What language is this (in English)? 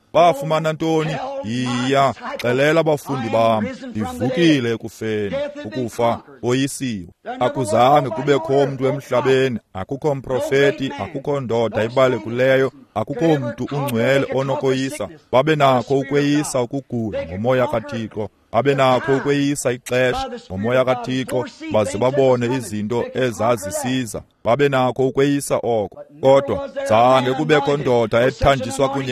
Xhosa